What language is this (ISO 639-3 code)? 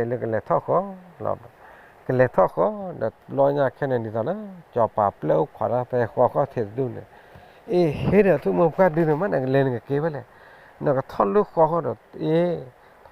ksw